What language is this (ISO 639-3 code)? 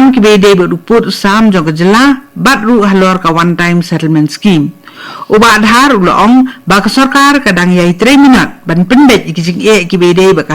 kha